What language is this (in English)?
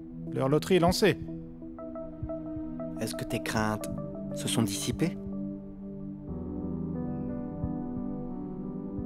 French